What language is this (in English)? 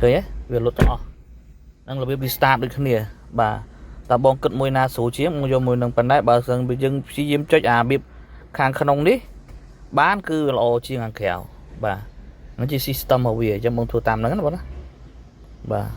Khmer